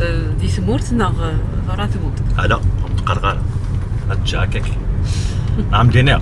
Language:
Kabyle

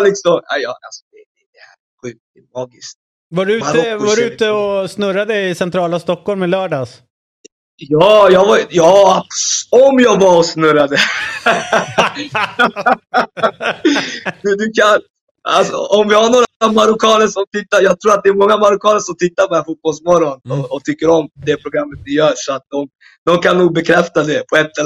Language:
Swedish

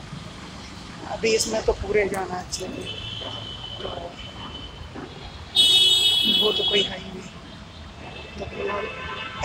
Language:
Hindi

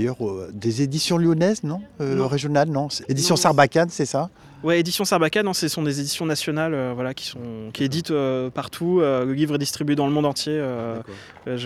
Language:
French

